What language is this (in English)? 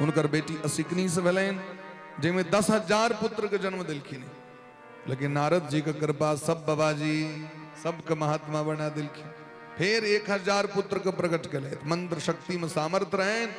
Maithili